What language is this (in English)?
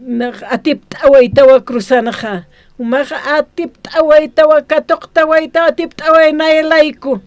Aymara